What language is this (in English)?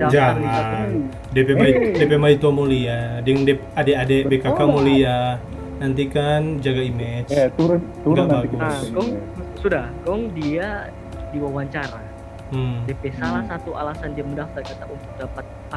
Manado Malay